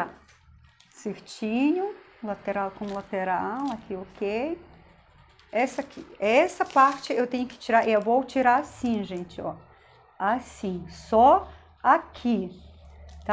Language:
Portuguese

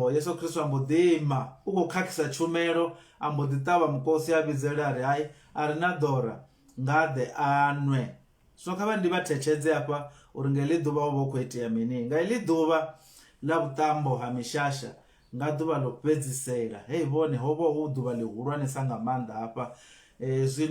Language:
Venda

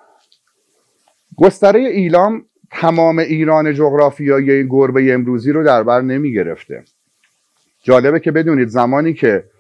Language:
Persian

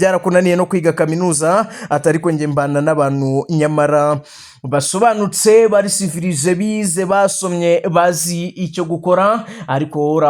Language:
Kinyarwanda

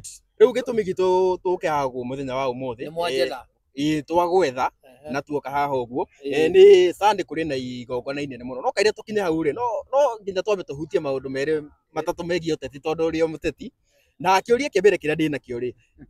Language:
Kikuyu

